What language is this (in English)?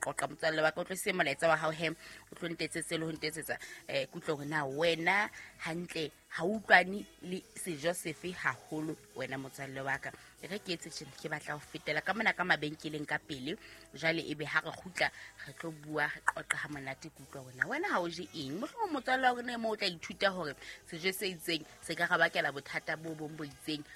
Southern Sotho